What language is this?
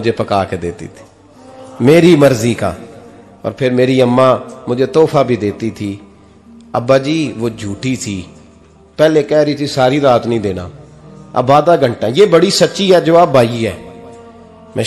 Urdu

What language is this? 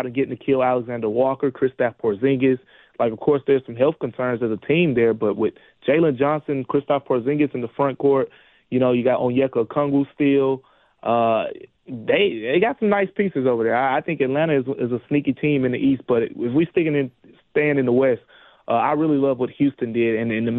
English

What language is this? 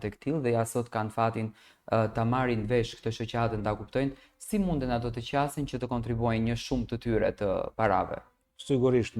Albanian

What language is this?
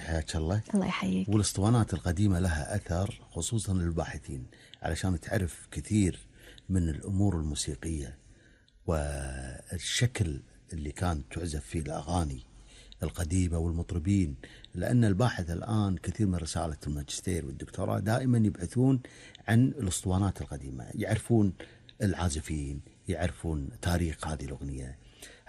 Gulf Arabic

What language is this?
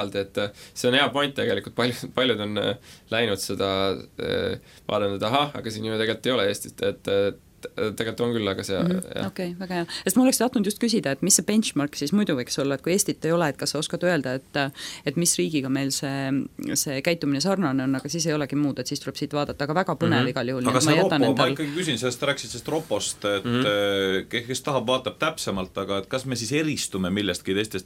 Estonian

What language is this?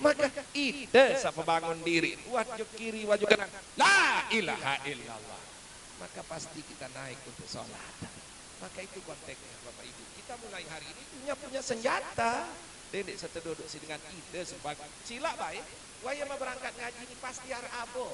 Sasak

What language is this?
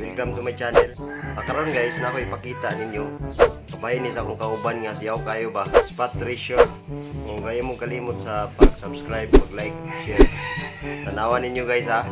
Cebuano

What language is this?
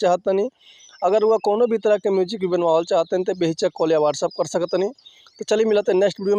Bhojpuri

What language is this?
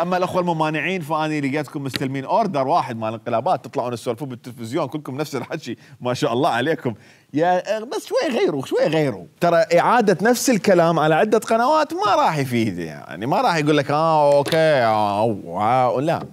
Mesopotamian Arabic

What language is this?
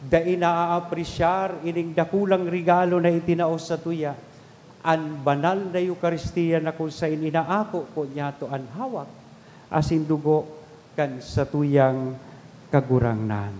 Bikol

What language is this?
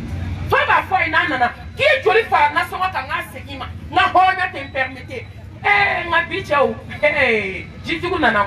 Bambara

